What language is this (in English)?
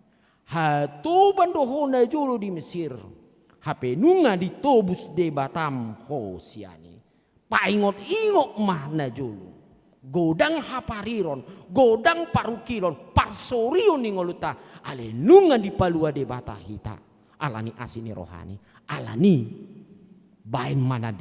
Batak Toba